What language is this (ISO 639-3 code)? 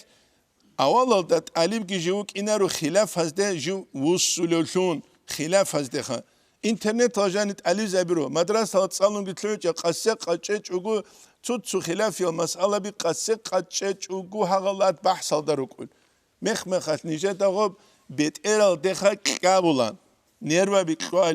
ava